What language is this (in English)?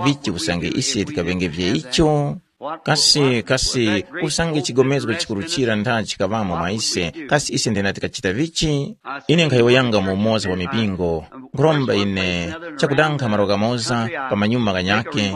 Tumbuka